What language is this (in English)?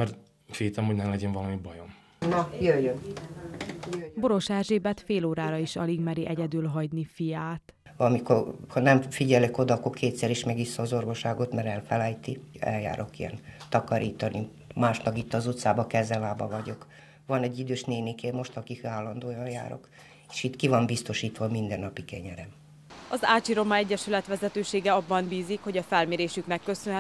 Hungarian